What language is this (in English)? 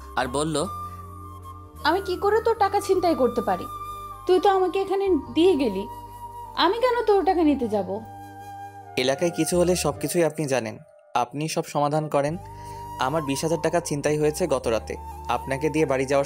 Bangla